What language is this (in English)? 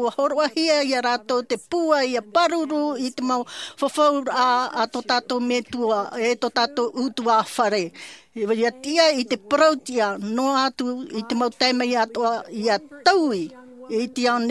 Tahitian